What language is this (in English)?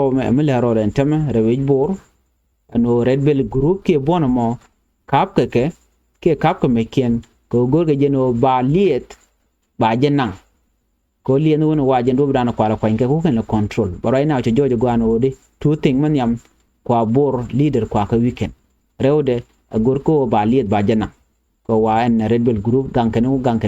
Nuer